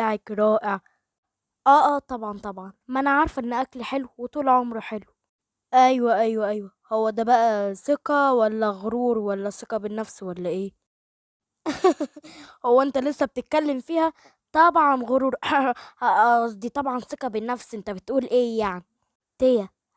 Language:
Egyptian Arabic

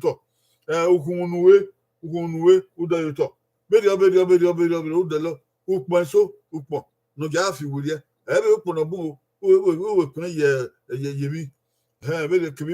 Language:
Bini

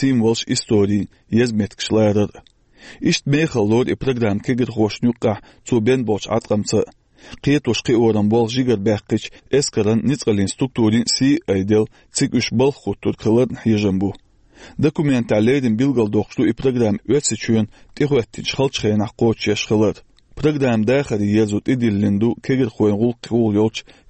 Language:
Chechen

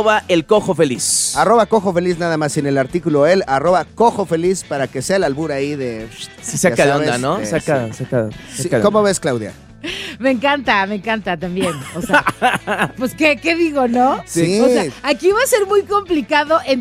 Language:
Spanish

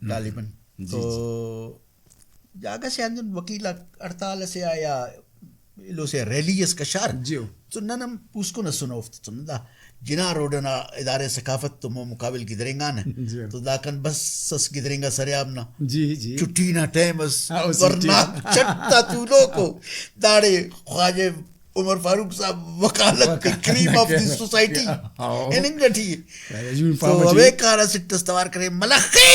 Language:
Brahui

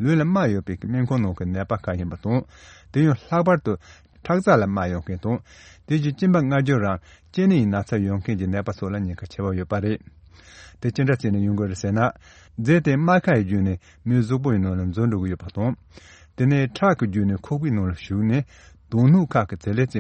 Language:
Tibetan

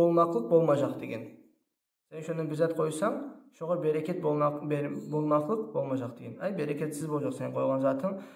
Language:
Kumyk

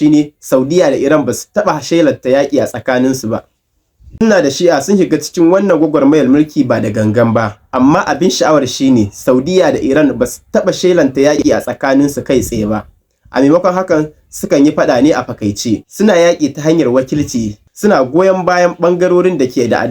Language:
Hausa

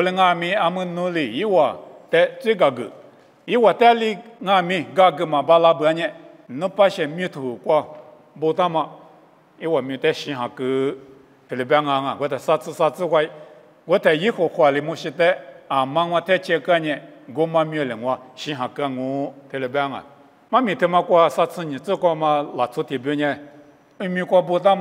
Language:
Lisu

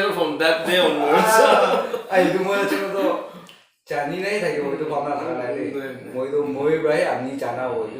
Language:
Naga Pidgin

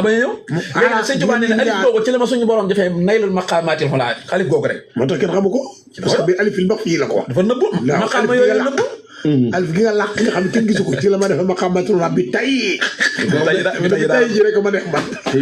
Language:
Wolof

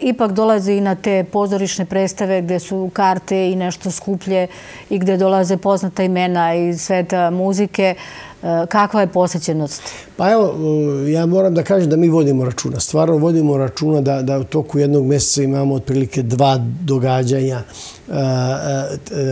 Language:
Serbian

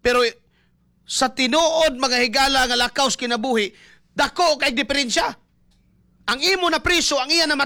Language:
Cebuano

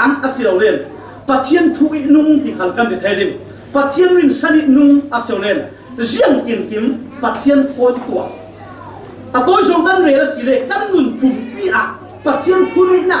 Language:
Falam Chin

